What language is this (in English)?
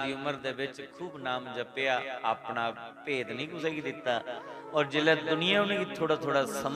Dogri